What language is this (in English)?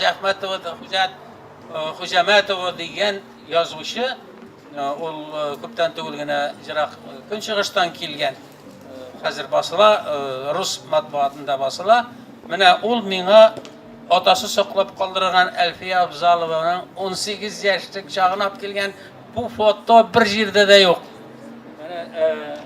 Tatar